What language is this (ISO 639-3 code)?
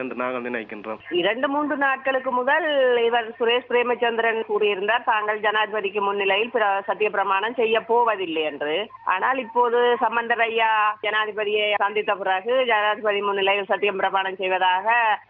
tam